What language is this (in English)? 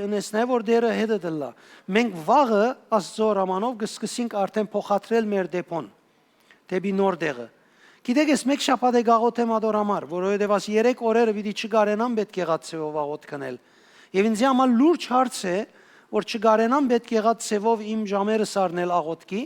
Western Armenian